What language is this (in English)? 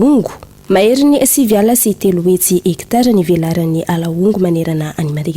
Malagasy